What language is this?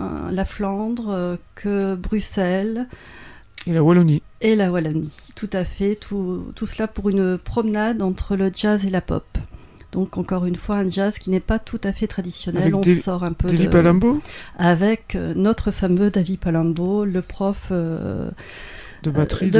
French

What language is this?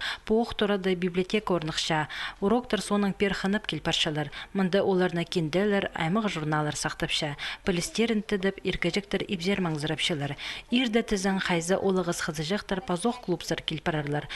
Khakas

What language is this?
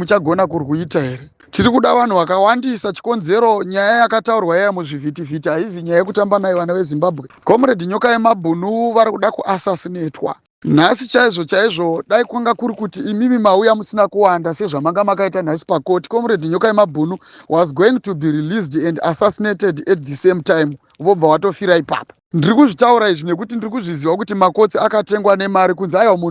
Shona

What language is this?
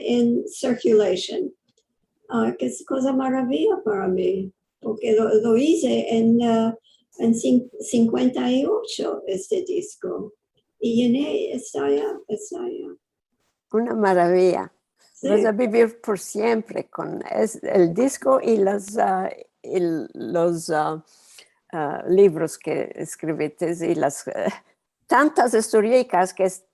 Ladino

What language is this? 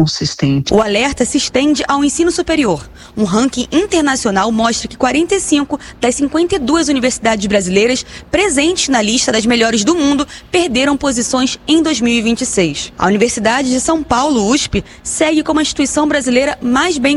Portuguese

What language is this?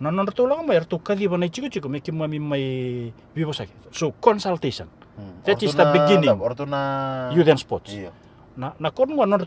Fijian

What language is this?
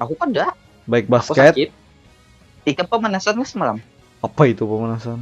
Banjar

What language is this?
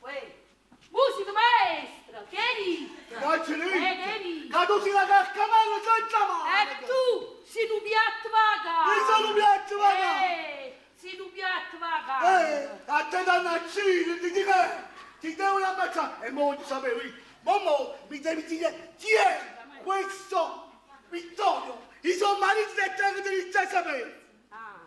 Neapolitan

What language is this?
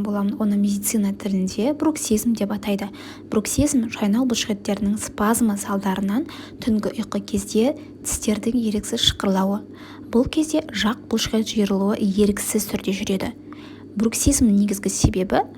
Kazakh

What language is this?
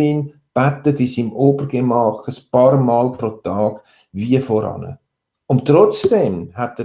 Swiss German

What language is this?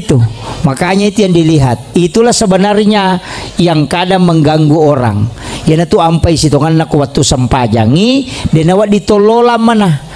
Buginese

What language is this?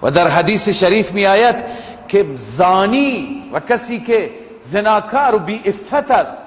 Tajik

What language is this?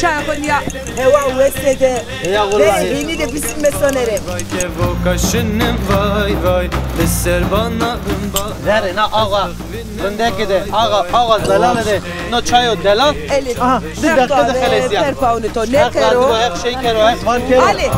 Zaza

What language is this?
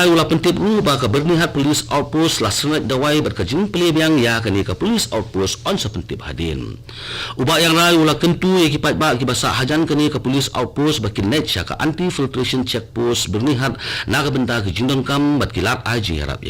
Khasi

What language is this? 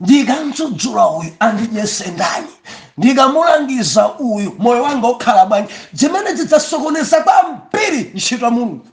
Nyanja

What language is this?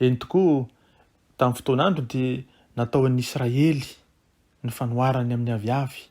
Malagasy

